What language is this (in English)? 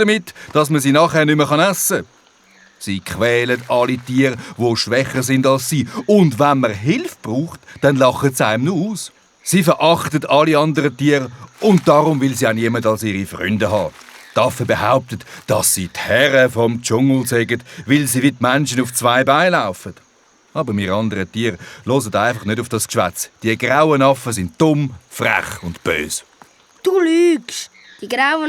Swiss German